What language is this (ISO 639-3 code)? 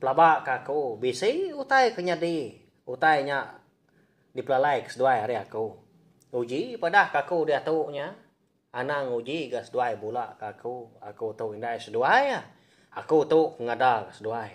iba